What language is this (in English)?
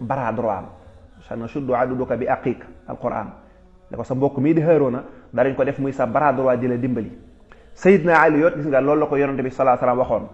Wolof